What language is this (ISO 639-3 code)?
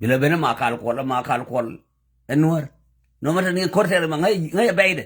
nus